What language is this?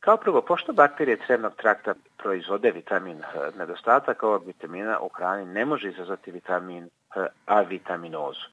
Serbian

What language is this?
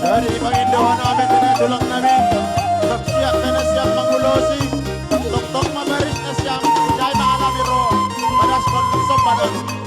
Batak Simalungun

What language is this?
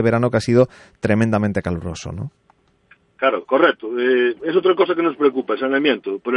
Spanish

